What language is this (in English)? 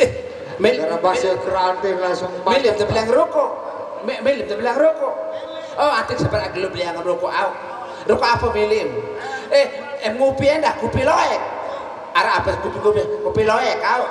Sasak